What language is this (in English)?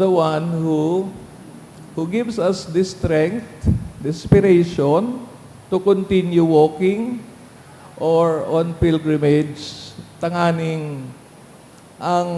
Bikol